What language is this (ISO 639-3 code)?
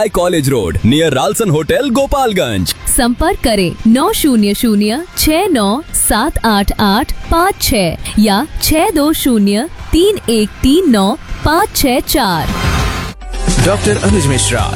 hin